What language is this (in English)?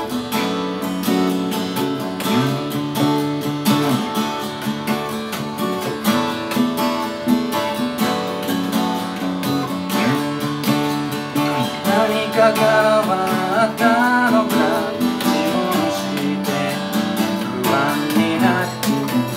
Japanese